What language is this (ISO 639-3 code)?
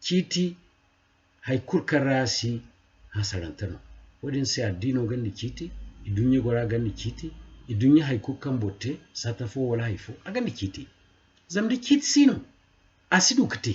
dje